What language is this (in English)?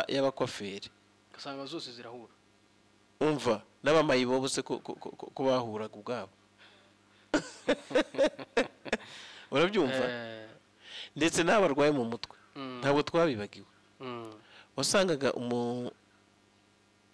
Kinyarwanda